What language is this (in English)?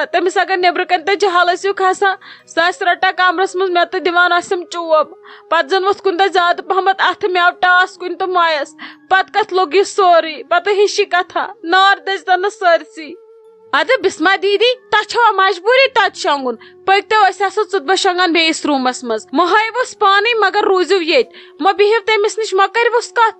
Kashmiri